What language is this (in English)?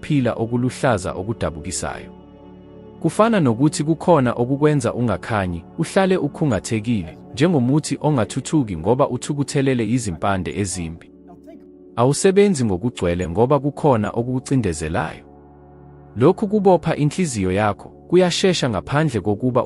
Zulu